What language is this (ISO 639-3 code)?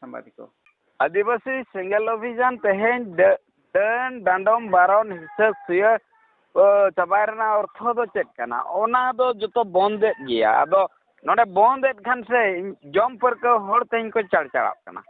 sat